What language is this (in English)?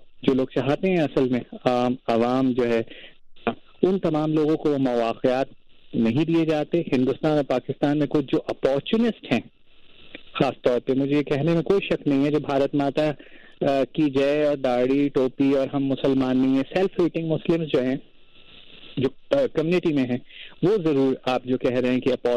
Urdu